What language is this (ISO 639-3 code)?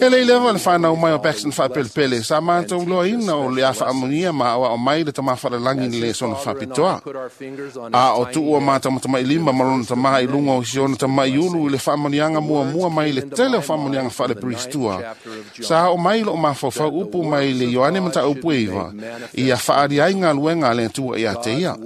smo